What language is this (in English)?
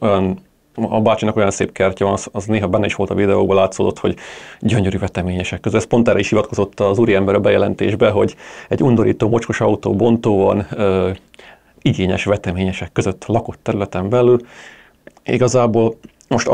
Hungarian